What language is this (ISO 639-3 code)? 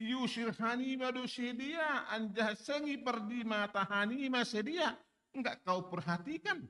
bts